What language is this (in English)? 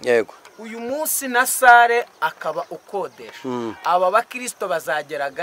Kinyarwanda